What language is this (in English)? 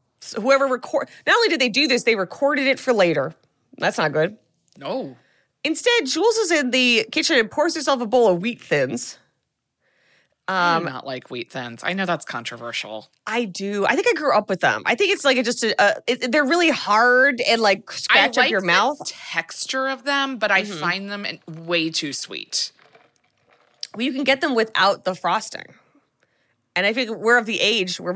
English